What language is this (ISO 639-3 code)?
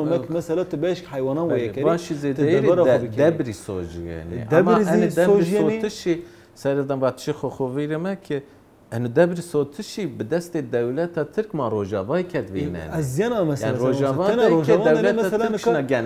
zza